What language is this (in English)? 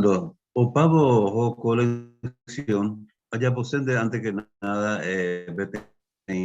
Guarani